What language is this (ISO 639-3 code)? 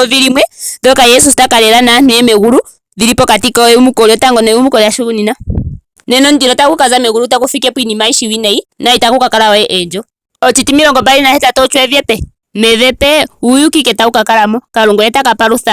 ndo